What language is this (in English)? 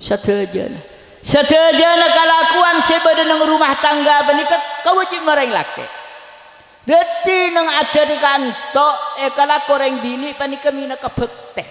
Madurese